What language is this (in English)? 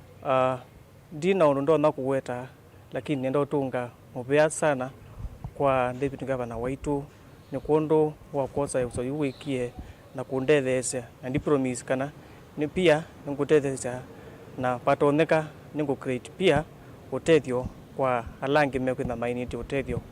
Kamba